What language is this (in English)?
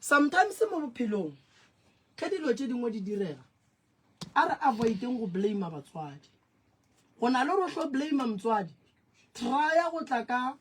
Northern Sotho